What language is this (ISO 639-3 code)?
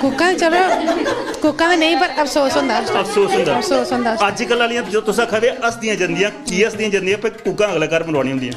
doi